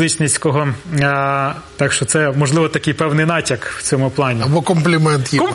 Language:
Ukrainian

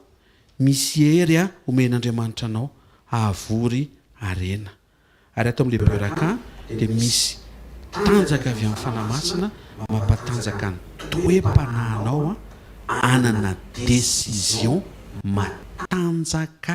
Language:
Malagasy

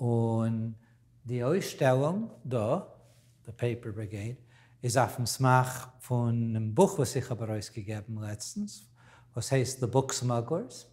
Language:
Yiddish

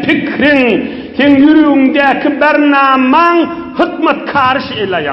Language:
Turkmen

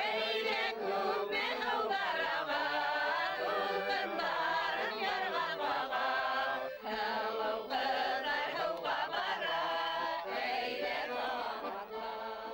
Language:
Bashkir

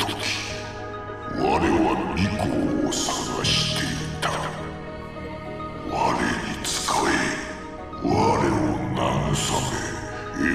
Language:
Japanese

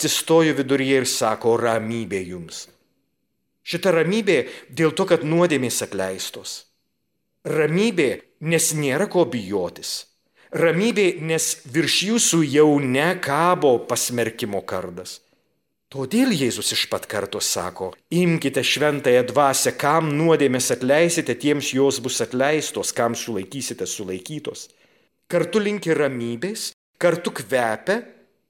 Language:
Lithuanian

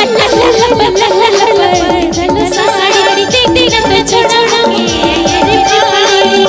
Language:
Sadri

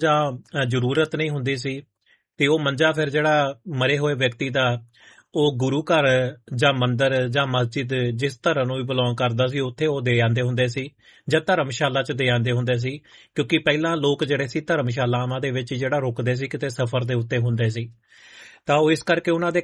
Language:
Punjabi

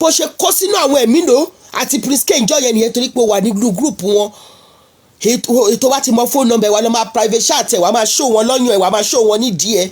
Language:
Yoruba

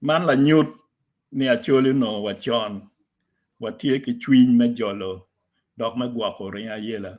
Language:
Acoli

